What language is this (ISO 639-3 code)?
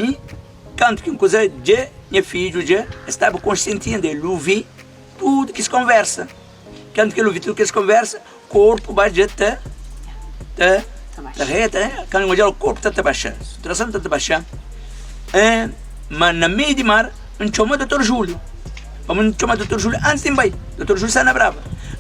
kea